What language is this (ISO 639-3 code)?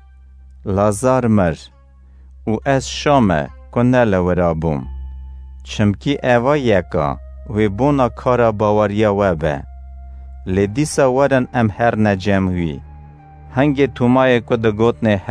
kur